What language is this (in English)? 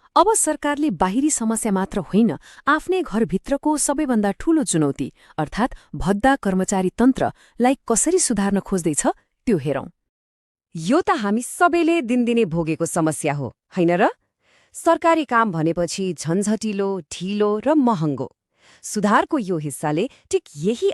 Nepali